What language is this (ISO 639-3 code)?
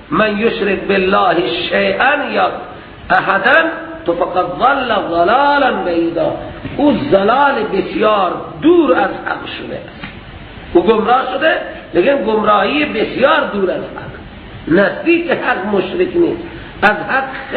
fas